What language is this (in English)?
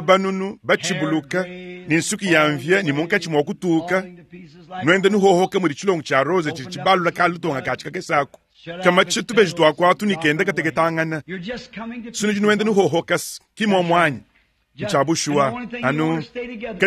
Luba-Lulua